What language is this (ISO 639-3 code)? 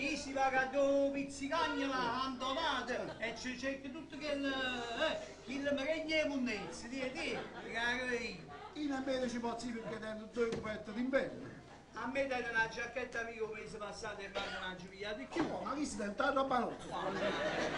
nap